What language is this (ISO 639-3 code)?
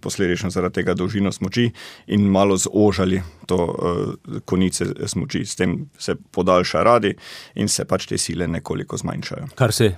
slv